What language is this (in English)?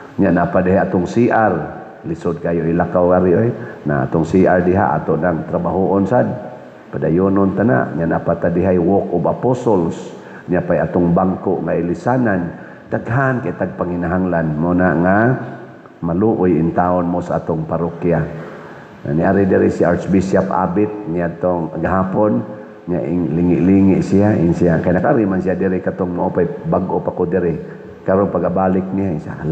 Cebuano